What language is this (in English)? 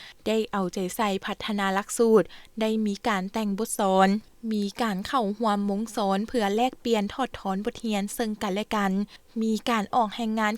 Lao